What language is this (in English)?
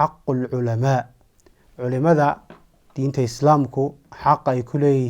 Somali